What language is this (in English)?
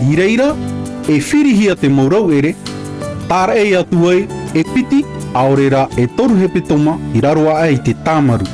Tahitian